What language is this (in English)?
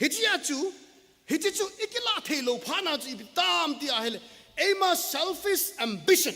Thado Chin